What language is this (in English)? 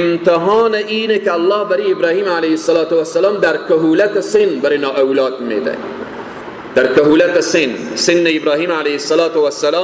Persian